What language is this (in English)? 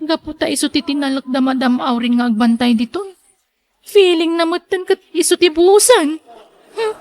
Iloko